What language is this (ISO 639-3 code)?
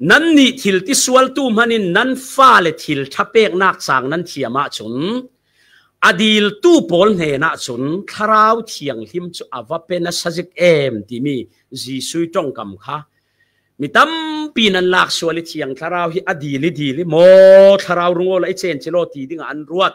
cfm